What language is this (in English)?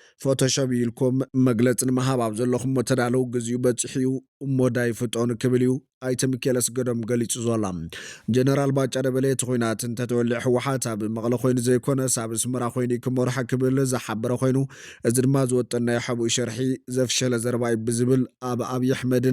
Tigrinya